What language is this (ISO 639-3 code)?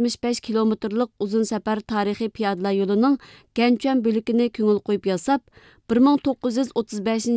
uig